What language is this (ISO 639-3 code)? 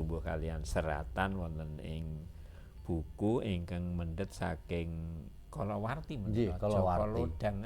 jav